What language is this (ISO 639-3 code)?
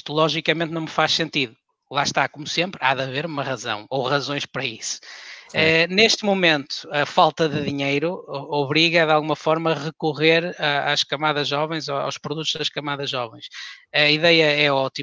por